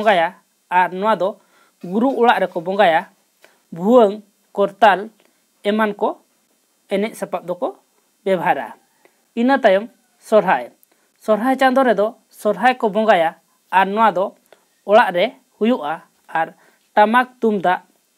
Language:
Santali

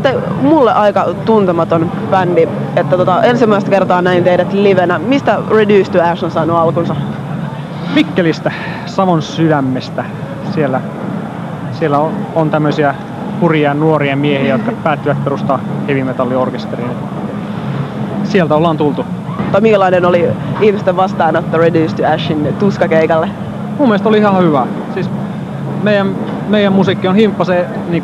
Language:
Finnish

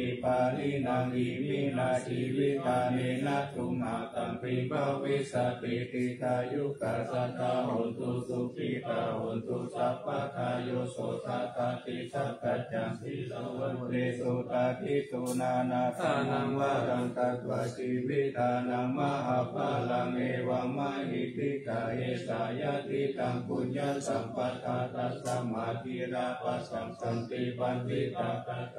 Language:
Pali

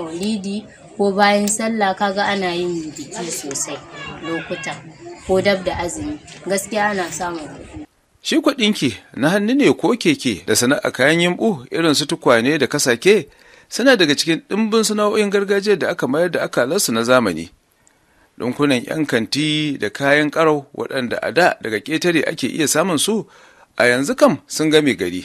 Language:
Hausa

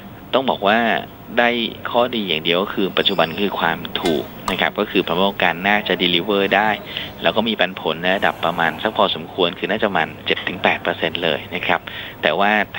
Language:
Thai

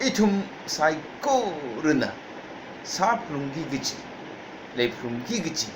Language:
Tangkhul Naga (India)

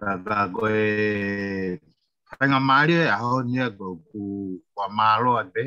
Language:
Tongan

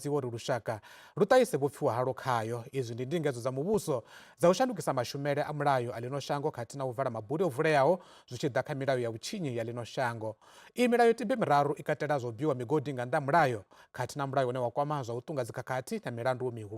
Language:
Venda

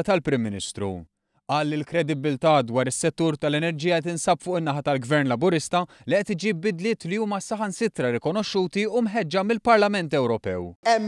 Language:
Maltese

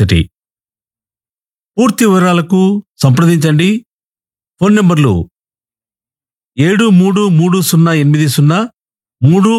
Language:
Telugu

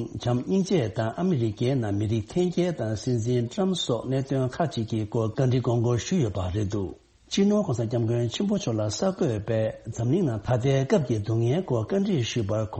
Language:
Tibetan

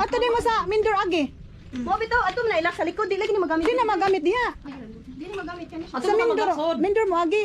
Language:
Cebuano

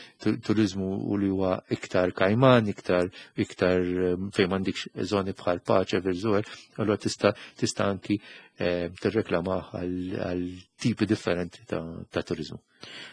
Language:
Maltese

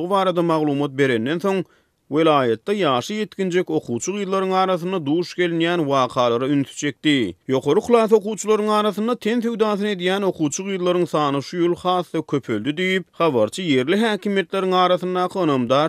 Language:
Turkmen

